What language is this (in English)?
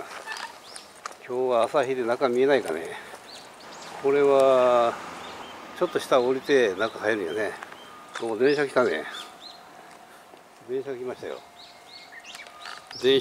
Japanese